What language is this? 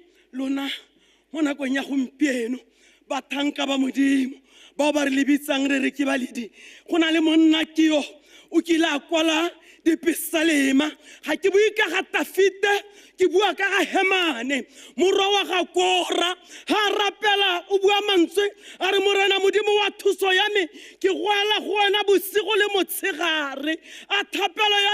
Tswana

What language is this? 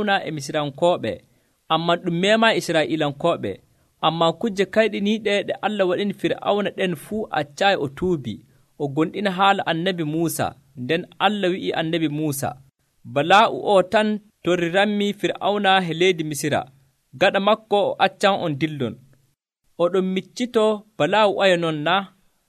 Nigerian Fulfulde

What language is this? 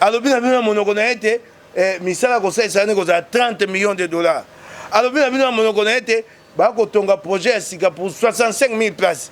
Lingala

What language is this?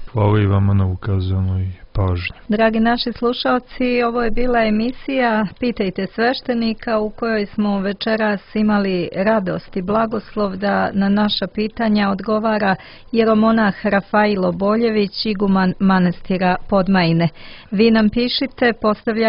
Croatian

